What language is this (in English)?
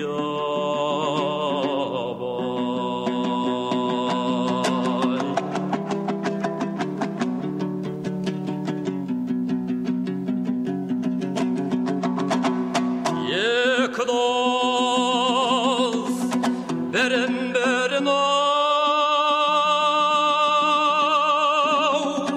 Kazakh